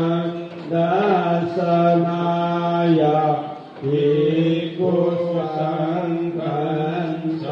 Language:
Pali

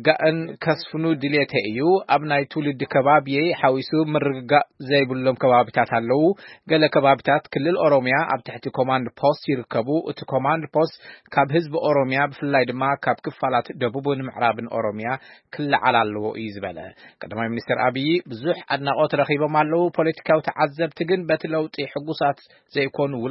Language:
Tigrinya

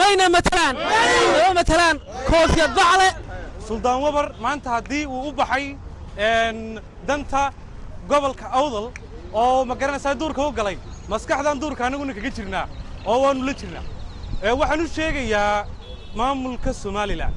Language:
Somali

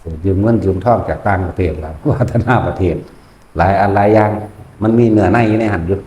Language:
Lao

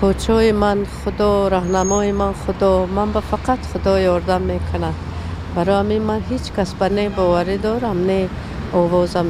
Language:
Tajik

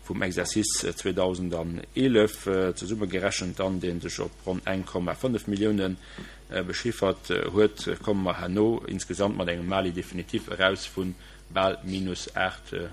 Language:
Luxembourgish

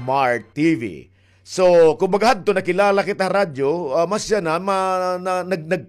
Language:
Waray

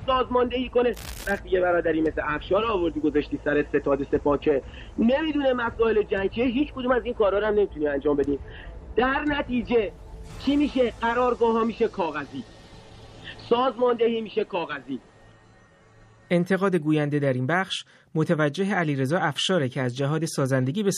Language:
Persian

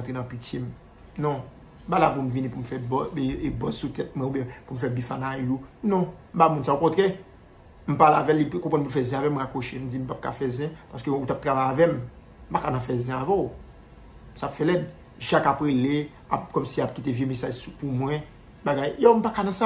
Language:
Haitian Creole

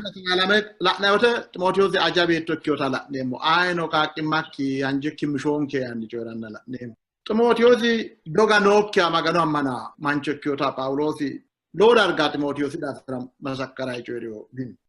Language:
Sidamo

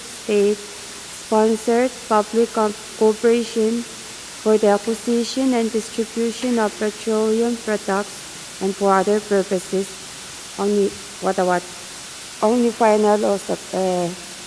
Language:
Pohnpeian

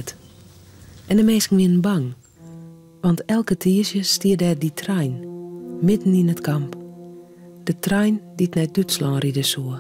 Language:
Western Frisian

